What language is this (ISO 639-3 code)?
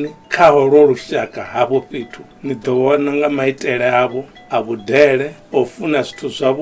ven